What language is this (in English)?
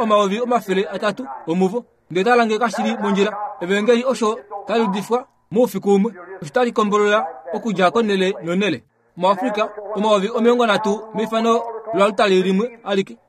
Kuanyama